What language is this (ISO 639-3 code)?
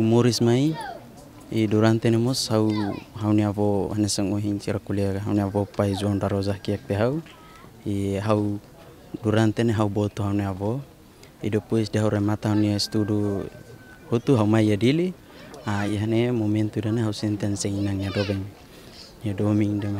tet